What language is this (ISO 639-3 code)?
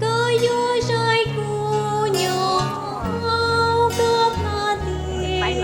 hmn